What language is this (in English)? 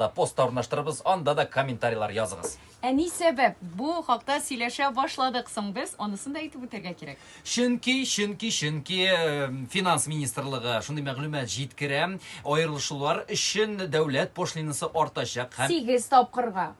Tatar